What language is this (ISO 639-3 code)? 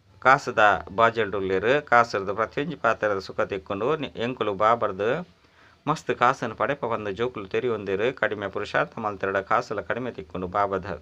tcy